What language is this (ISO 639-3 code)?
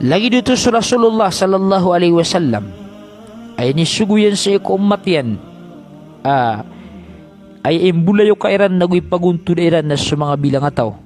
mrw